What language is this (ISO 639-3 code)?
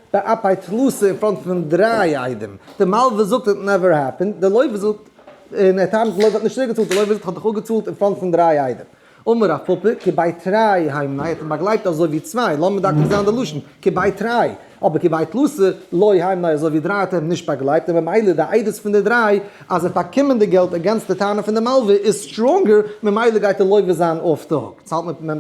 yid